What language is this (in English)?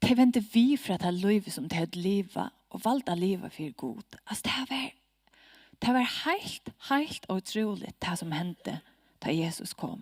Faroese